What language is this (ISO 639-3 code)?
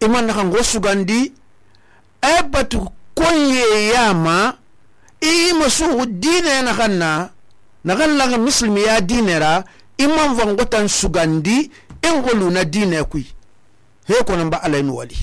sus